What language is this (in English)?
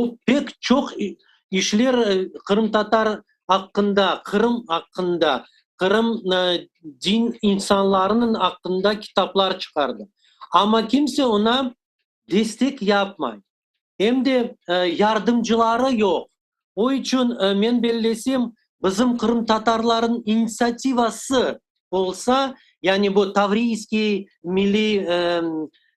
Crimean Tatar